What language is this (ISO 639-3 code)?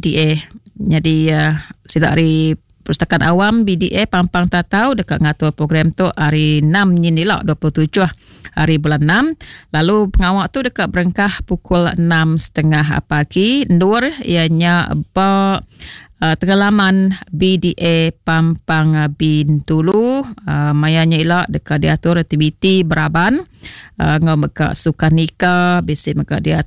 iba